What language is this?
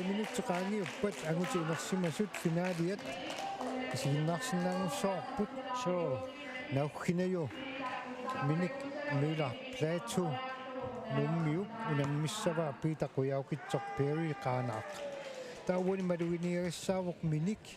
Kalaallisut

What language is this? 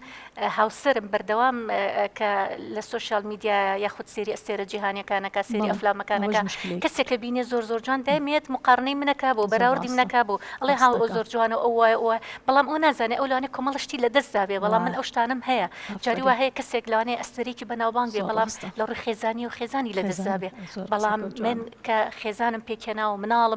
Central Kurdish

